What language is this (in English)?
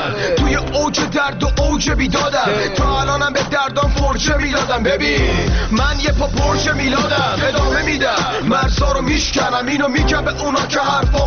Persian